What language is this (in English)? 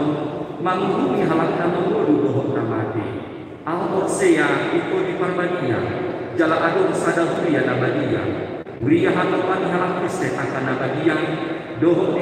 Batak Toba